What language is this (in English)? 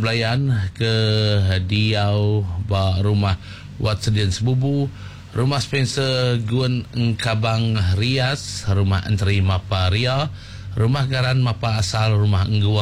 Iban